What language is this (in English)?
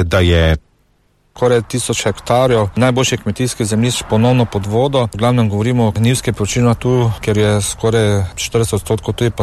Slovenian